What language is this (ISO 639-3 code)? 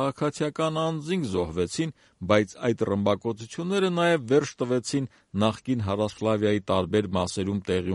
hye